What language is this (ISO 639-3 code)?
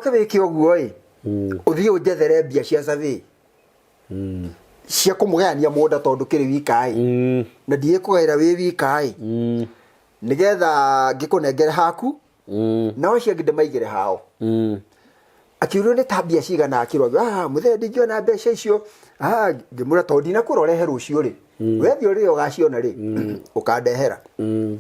kik